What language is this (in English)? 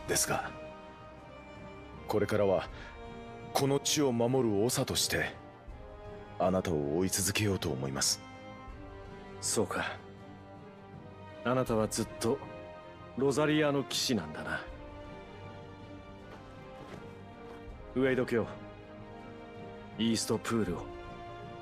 Japanese